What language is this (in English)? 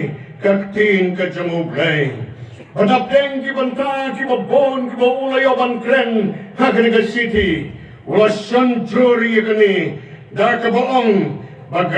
Khasi